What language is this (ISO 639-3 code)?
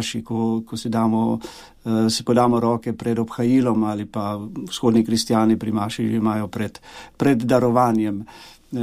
slv